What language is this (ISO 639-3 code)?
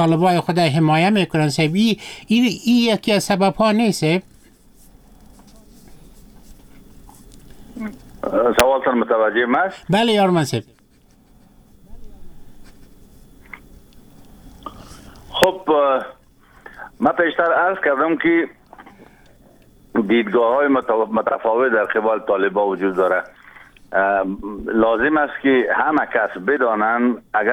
fas